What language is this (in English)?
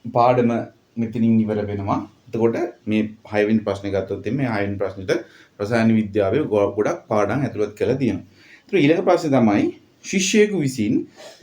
Sinhala